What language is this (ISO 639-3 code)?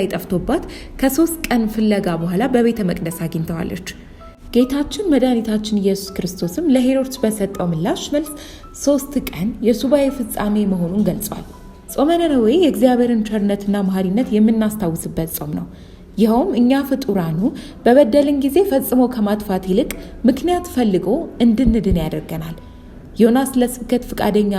amh